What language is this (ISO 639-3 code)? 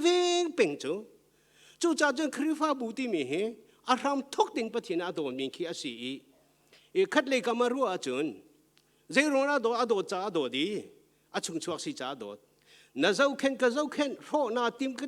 cnh